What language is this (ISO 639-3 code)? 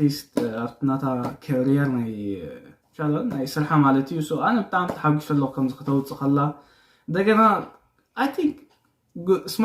tir